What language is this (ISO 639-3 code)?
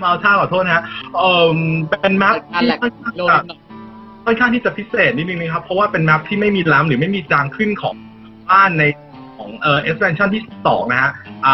tha